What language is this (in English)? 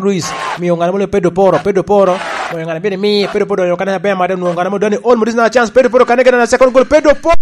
Lango (Uganda)